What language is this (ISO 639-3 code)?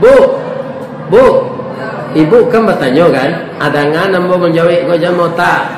min